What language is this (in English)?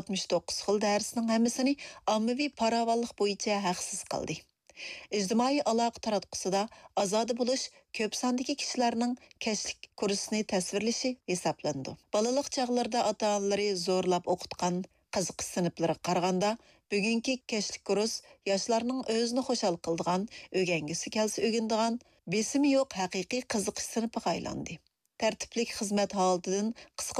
Uyghur